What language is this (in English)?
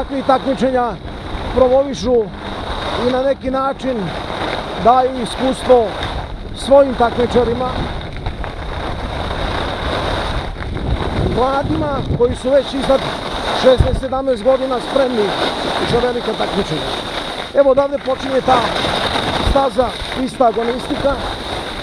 Serbian